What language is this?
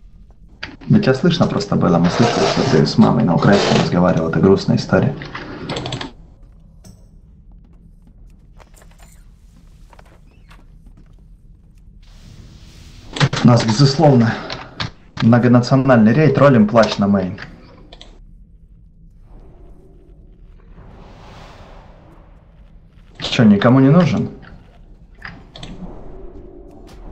Russian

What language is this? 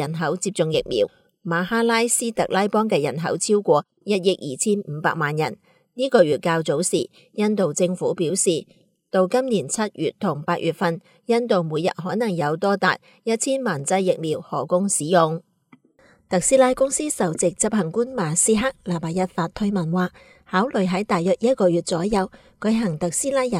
Cantonese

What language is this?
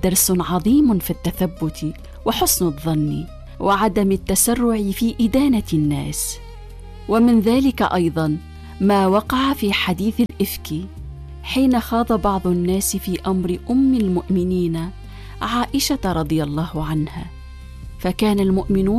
Arabic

